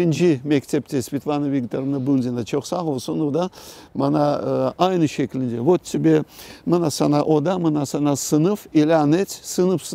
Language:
Crimean Tatar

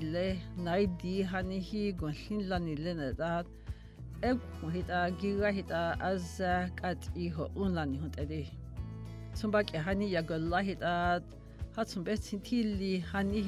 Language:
Dogrib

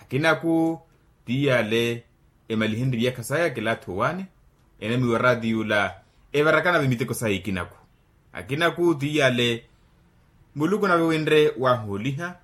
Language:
Makhuwa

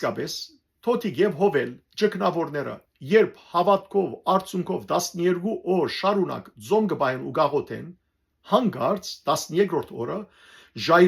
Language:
Western Armenian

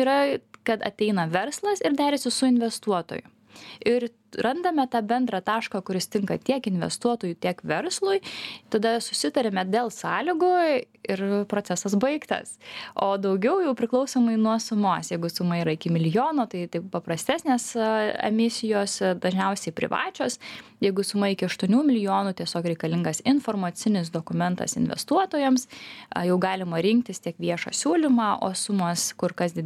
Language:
Lithuanian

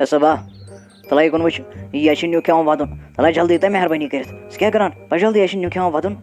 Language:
Kashmiri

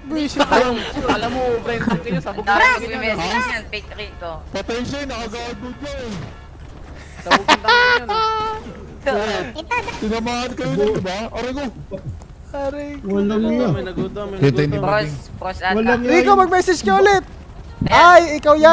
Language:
Filipino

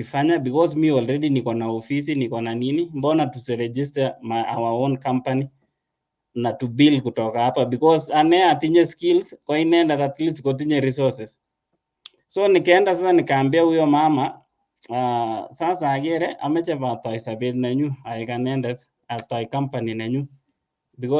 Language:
Kalenjin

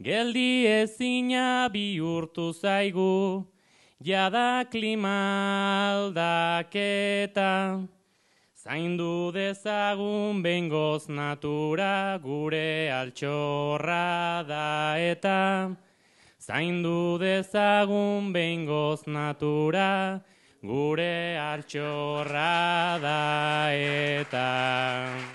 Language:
Basque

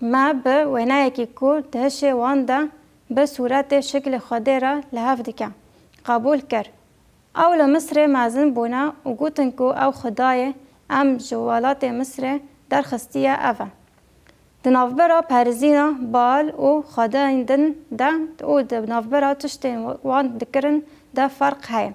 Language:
Kurdish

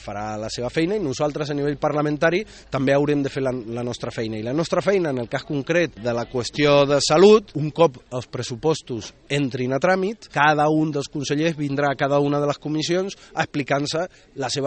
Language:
Catalan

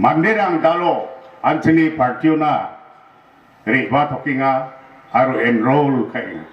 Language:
Garo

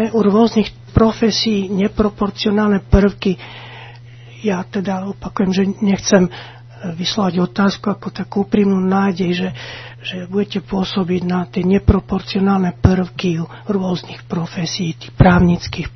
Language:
Slovak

